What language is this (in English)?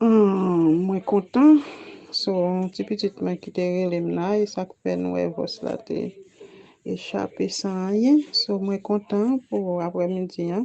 Haitian Creole